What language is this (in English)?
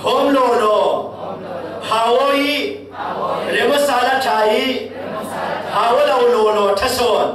Falam Chin